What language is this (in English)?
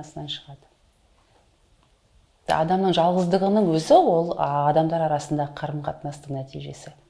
Kazakh